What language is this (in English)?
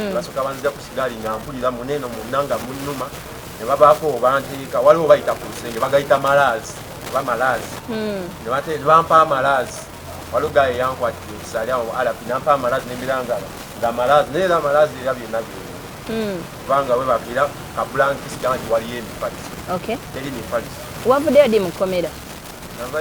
Ganda